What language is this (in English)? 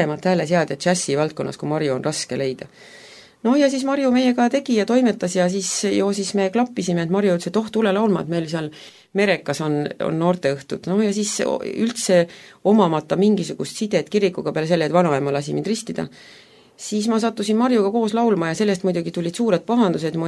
Estonian